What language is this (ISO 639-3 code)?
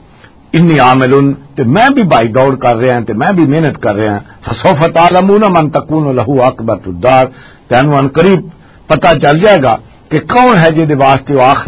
lah